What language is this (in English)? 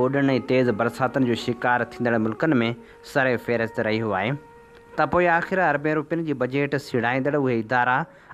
Sindhi